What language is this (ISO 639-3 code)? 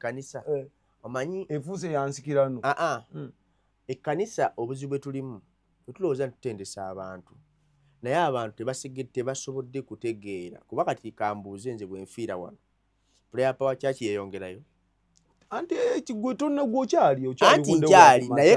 lug